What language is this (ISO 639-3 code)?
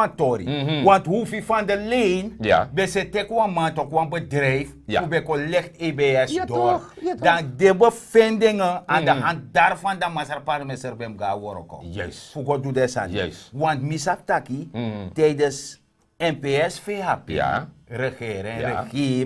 srn